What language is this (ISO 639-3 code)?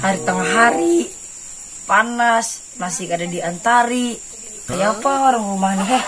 bjn